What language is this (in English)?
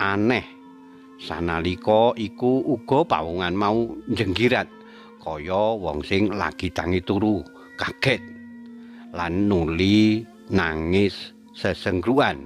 Javanese